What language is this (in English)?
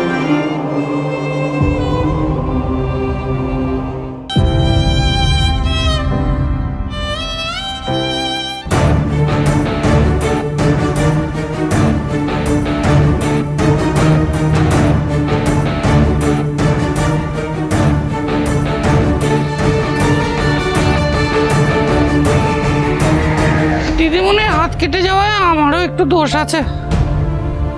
Bangla